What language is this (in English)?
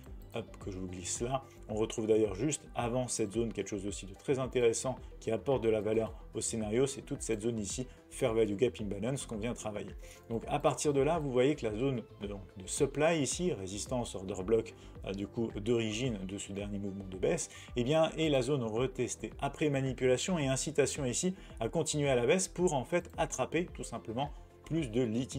French